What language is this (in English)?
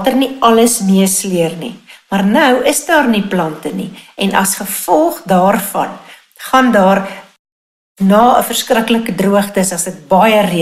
Afrikaans